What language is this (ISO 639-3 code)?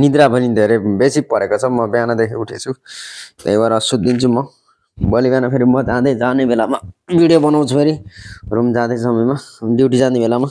nep